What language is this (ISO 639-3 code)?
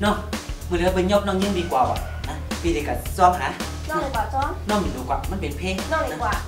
shn